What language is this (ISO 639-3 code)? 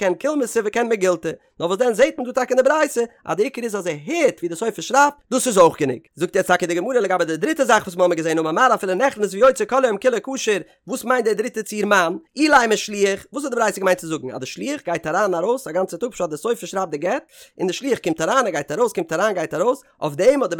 yid